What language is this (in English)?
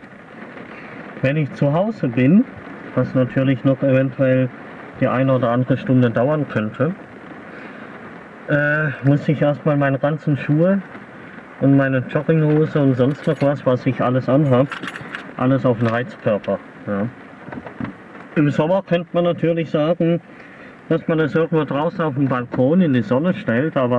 German